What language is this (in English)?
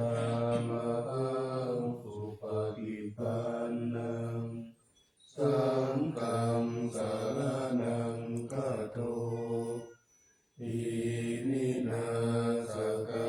Pali